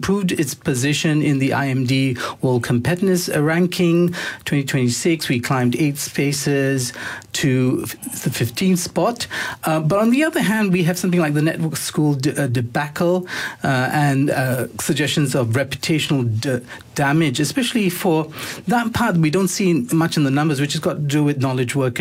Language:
English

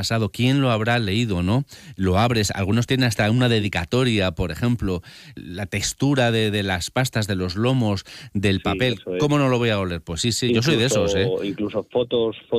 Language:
Spanish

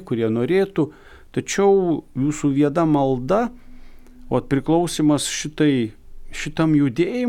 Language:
Lithuanian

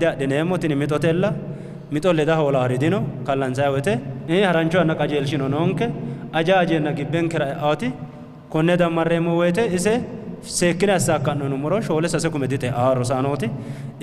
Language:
Sidamo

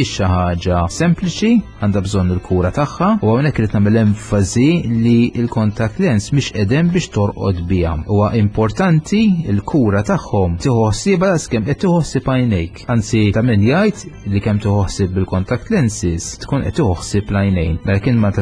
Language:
Maltese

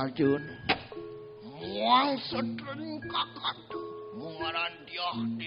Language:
Balinese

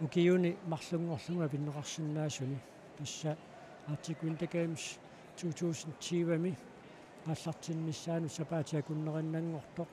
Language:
Kalaallisut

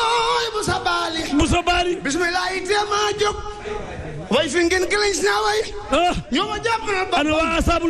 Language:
Wolof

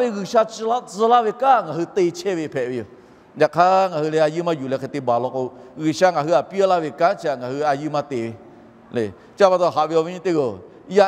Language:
Lahu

